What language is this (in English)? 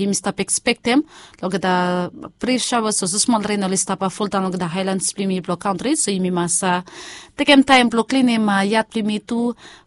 Bislama